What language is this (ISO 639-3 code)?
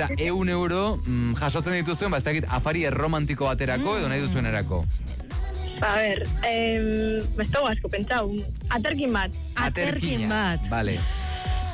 eus